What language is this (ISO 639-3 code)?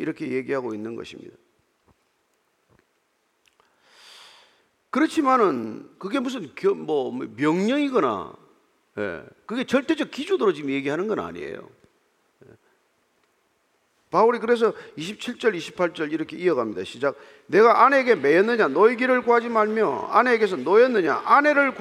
kor